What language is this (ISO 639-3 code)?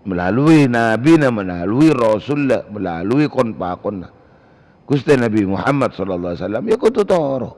mad